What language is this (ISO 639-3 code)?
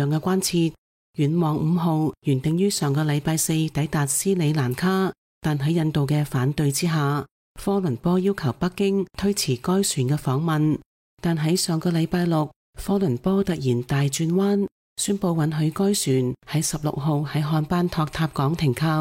yue